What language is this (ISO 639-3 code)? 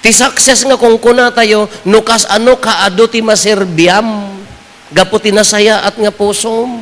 ilo